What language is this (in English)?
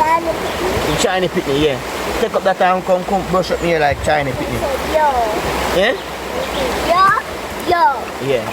Jamaican Creole English